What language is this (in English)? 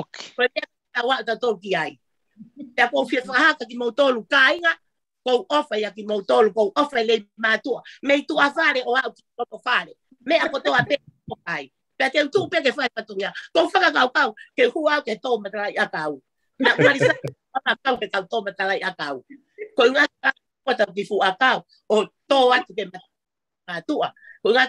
Tongan